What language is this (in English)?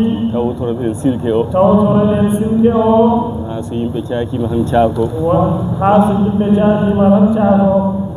Fula